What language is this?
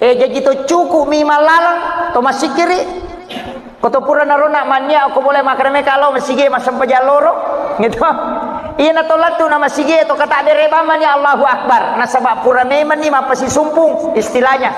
Buginese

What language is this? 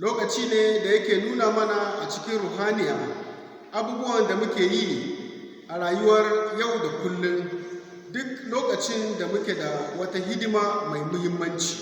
Hausa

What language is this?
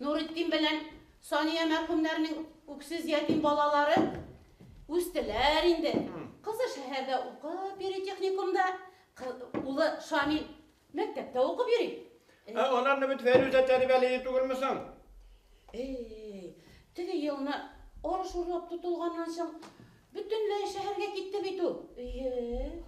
Bashkir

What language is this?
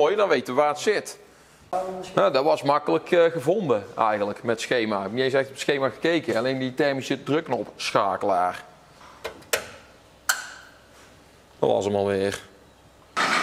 Dutch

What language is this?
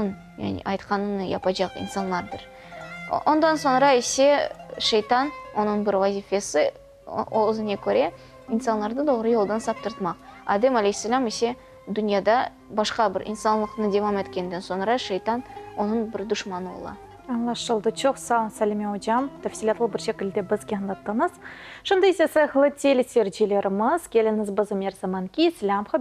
Crimean Tatar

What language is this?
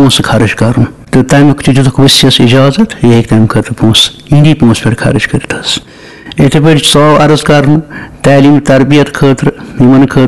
Kashmiri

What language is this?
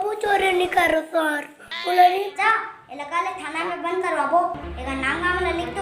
Chhattisgarhi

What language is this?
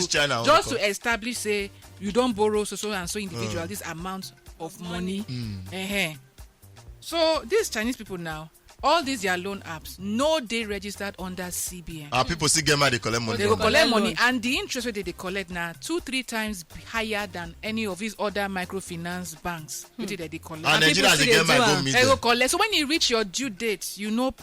Nigerian Pidgin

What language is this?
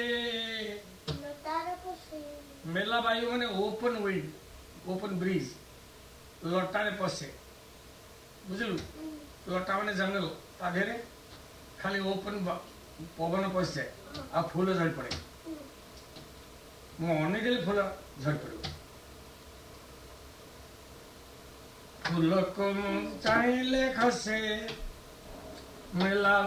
Odia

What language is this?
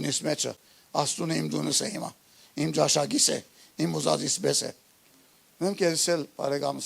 Western Armenian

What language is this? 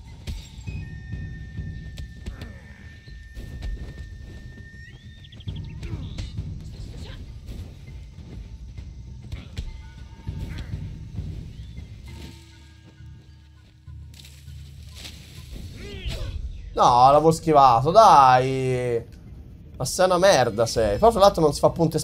Italian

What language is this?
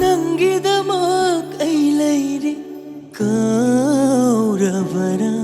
Manipuri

